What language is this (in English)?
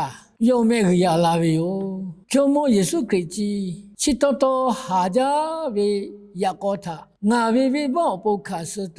Lahu